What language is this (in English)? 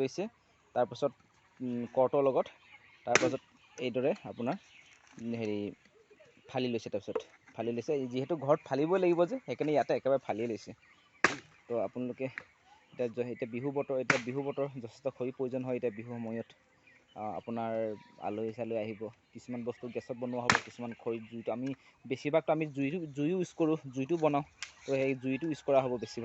Assamese